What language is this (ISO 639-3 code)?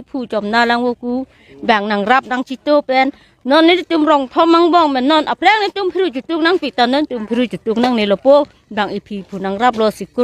mjw